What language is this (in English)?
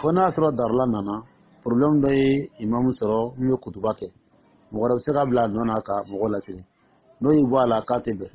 Dyula